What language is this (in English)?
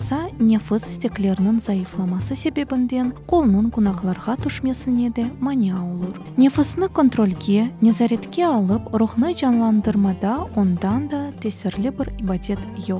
Crimean Tatar